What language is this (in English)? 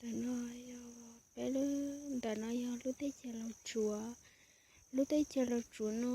Hmong